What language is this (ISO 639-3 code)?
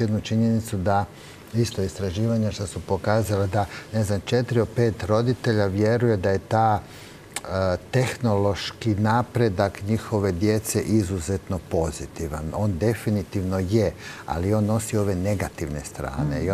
hrv